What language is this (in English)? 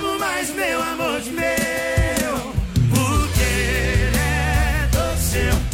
Portuguese